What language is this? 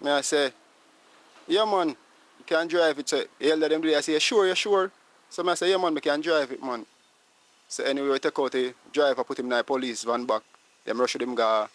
Jamaican Creole English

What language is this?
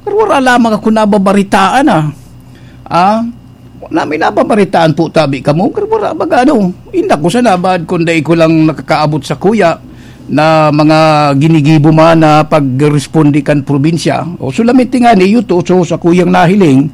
Bikol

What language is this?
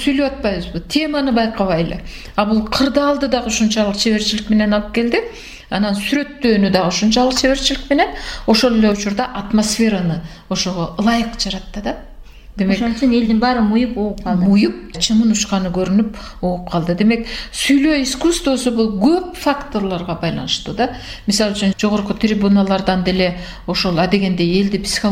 Kyrgyz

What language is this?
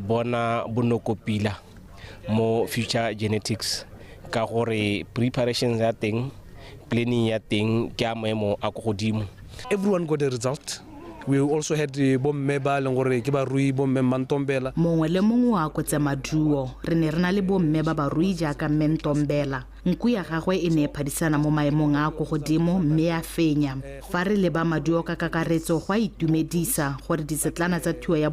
Tswana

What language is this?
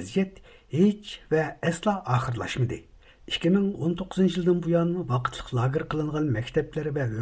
Uyghur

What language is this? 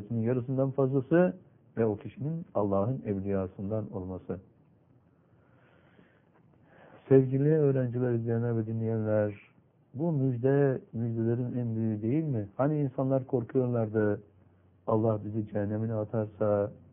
Turkish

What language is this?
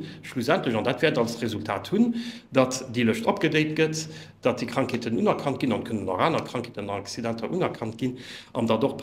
Luxembourgish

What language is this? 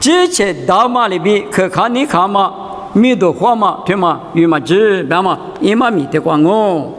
Lisu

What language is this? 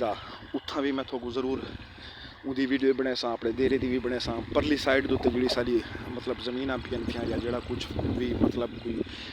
Saraiki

